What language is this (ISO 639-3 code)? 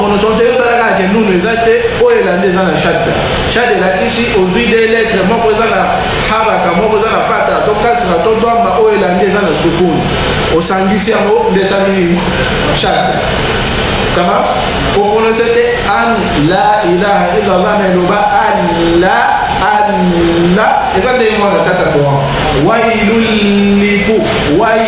lin